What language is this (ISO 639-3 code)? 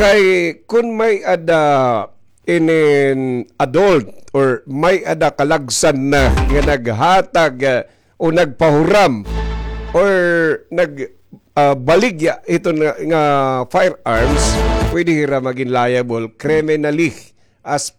war